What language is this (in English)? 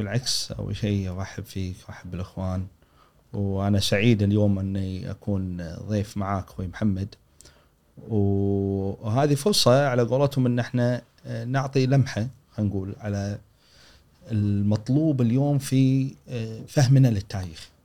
Gulf Arabic